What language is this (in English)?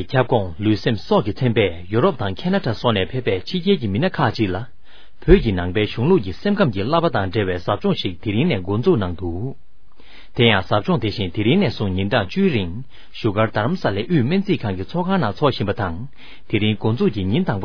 Tibetan